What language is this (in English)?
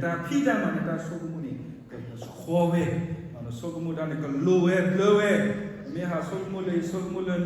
S'gaw Karen